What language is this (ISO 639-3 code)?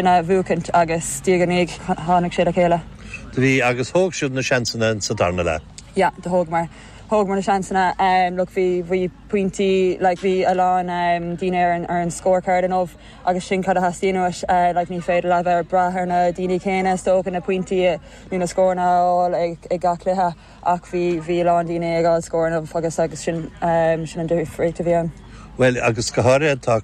gle